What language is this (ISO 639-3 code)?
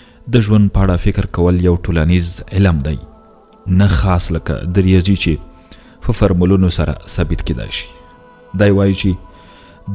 pus